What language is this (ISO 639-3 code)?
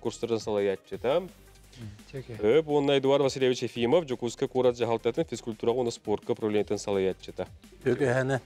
sah